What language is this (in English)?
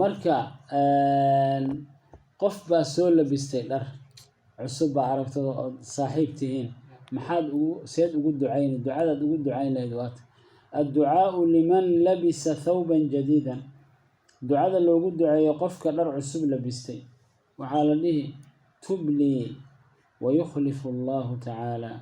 Somali